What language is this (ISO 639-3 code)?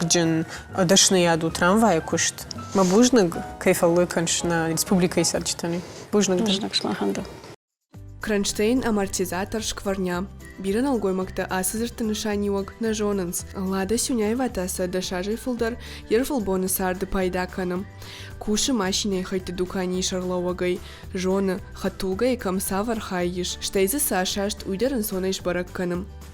oss